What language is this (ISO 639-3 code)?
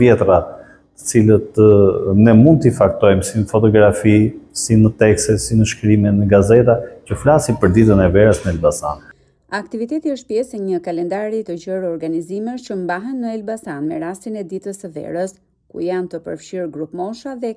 sqi